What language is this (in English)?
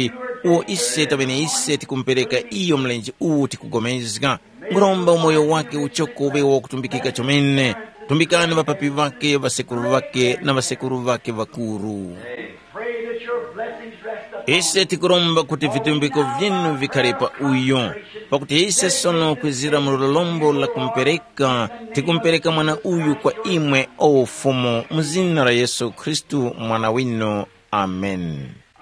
Tumbuka